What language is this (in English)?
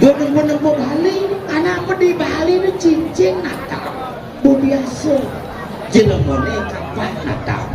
Balinese